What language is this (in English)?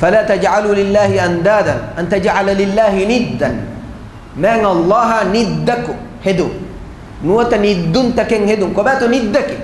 Divehi